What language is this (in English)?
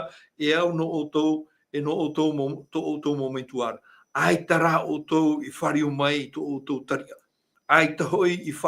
Tahitian